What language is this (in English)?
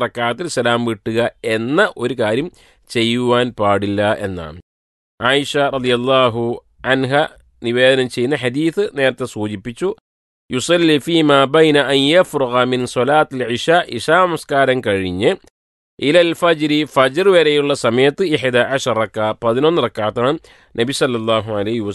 Malayalam